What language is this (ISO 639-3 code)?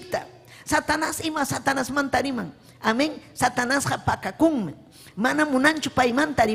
quy